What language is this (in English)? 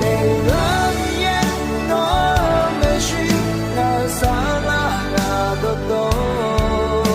Akha